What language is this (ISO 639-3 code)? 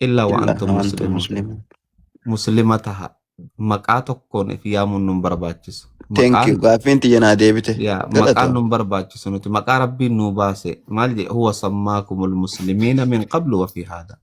orm